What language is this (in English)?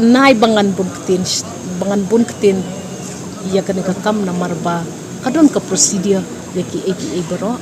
Khasi